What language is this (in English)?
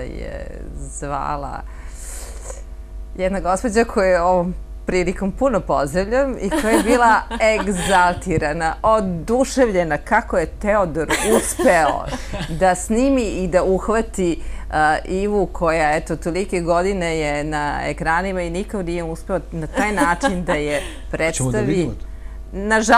Serbian